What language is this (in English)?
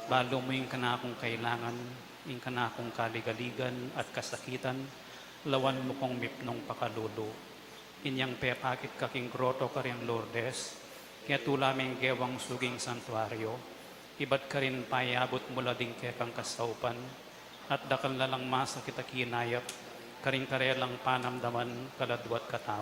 Pampanga